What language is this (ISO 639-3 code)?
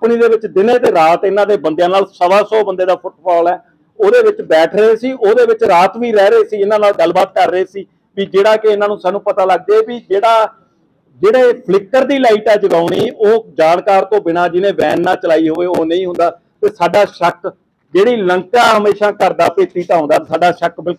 pan